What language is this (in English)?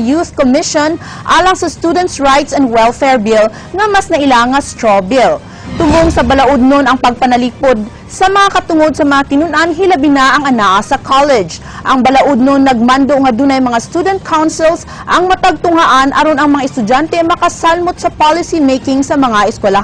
Cebuano